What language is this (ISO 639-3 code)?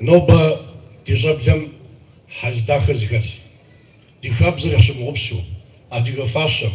kbd